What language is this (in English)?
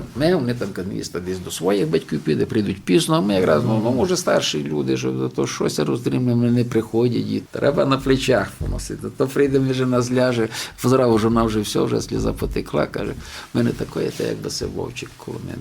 Rusyn